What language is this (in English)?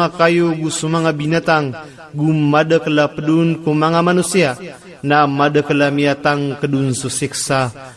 Maranao